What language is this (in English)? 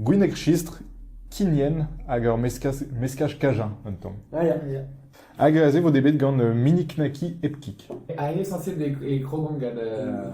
Breton